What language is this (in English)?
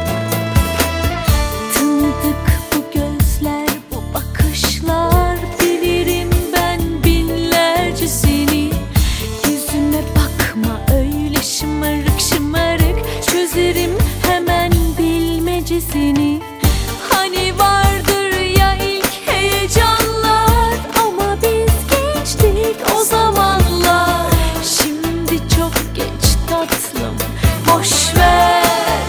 Turkish